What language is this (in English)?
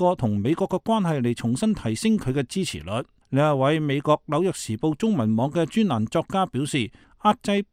Cantonese